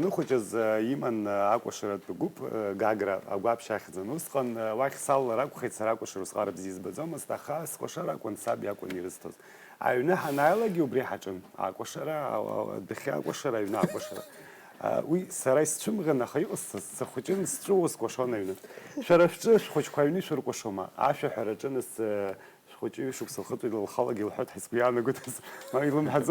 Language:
Abkhazian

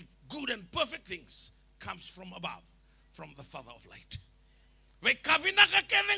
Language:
Fijian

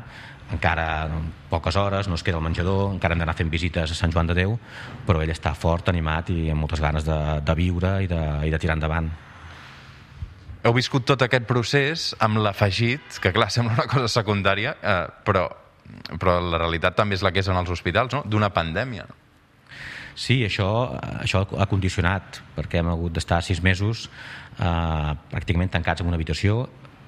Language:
Catalan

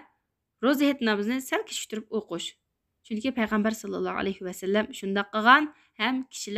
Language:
Uyghur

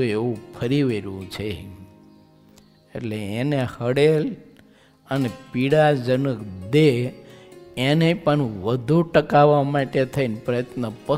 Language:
Gujarati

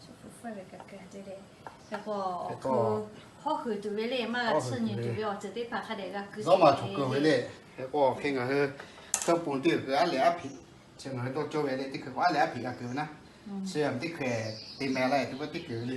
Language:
Lahu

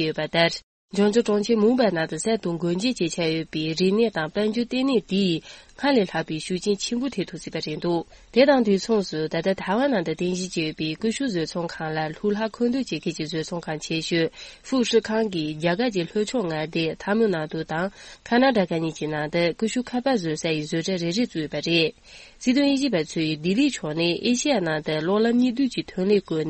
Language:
Tibetan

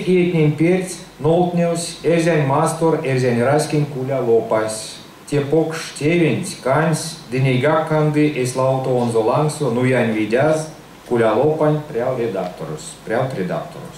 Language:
Erzya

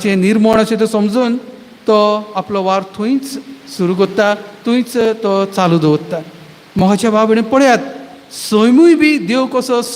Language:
Konkani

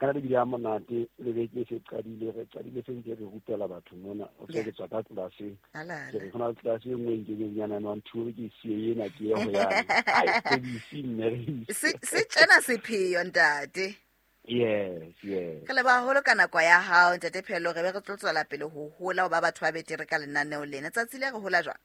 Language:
Southern Sotho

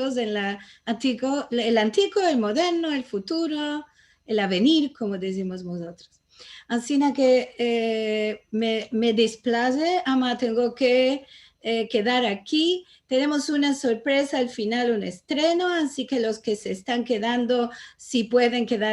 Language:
Ladino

